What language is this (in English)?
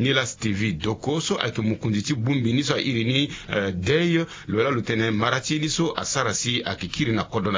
Sango